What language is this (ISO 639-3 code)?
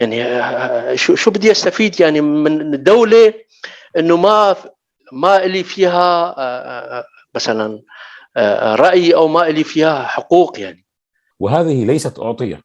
apc